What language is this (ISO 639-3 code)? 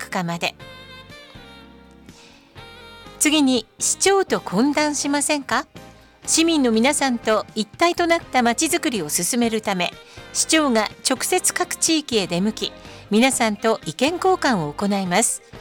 jpn